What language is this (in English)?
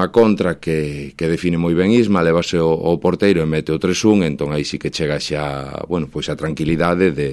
Galician